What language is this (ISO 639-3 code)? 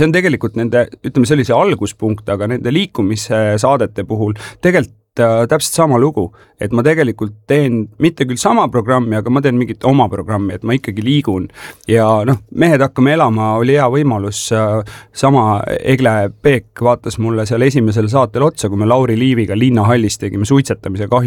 est